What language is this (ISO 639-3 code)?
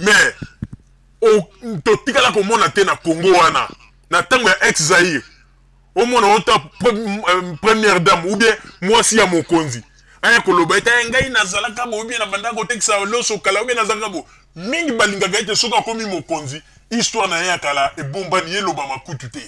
lin